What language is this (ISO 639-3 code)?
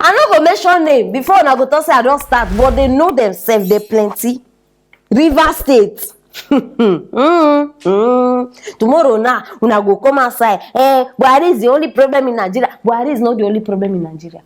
pcm